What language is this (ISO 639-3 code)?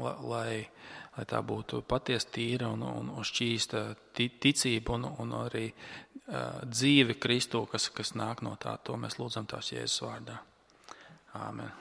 lav